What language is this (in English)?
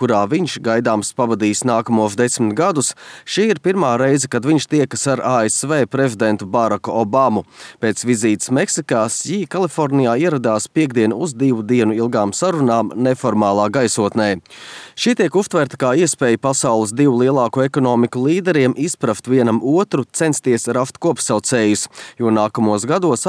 Latvian